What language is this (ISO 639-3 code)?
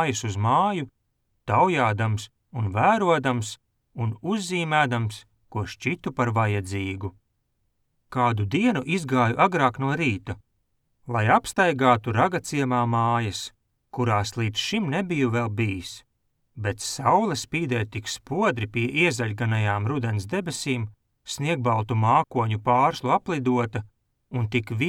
lav